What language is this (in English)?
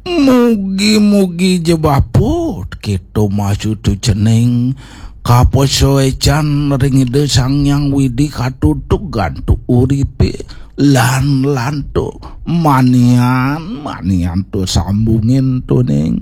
Balinese